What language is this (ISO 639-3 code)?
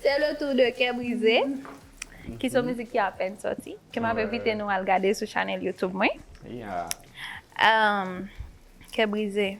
hat